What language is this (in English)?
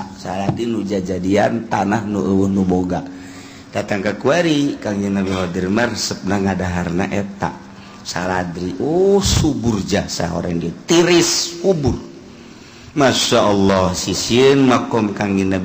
Sundanese